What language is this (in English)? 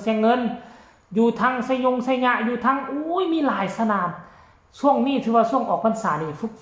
Northeastern Thai